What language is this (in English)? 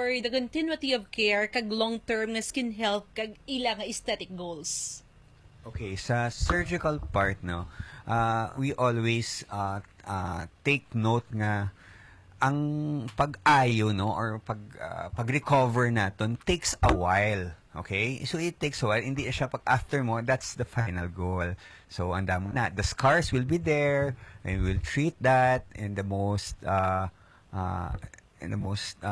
Hiligaynon